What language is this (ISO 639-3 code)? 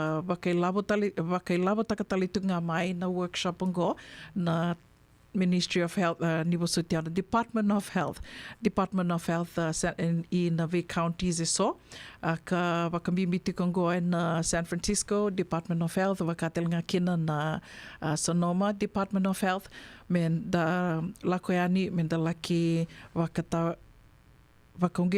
fij